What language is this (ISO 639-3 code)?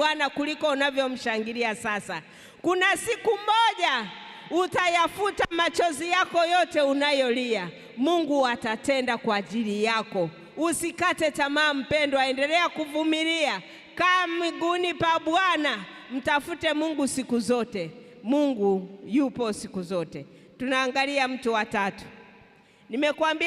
swa